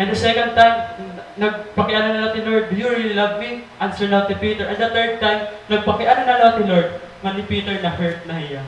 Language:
Waray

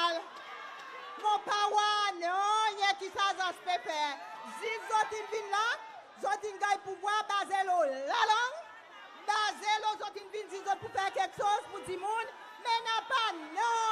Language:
Seselwa Creole French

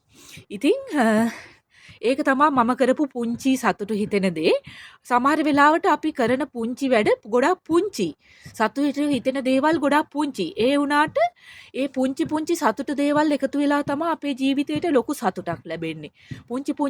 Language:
Sinhala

